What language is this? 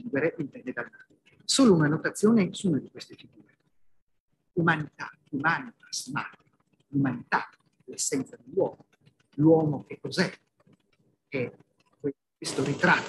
Italian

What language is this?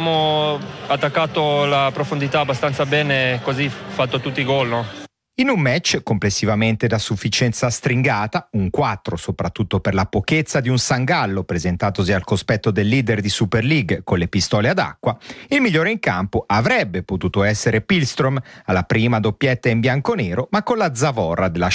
Italian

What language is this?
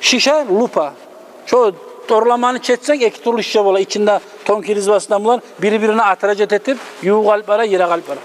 Kumyk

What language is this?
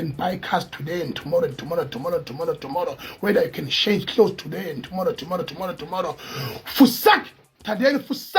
Zulu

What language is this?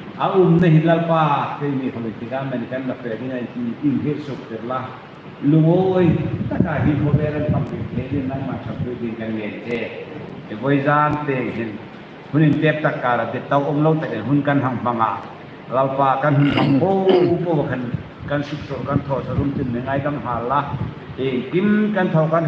Hmar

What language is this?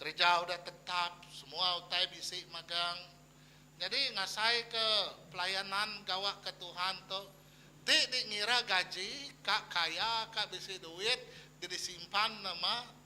Iban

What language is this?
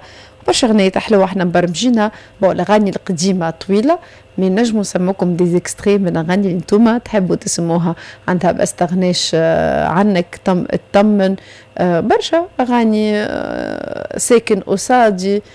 Tunisian Arabic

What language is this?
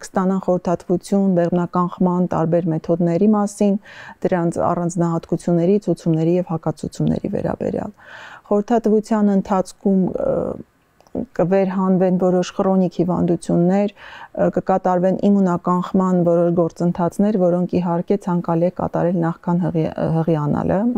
Armenian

